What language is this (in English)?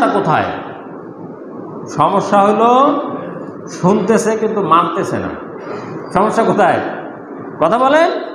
Bangla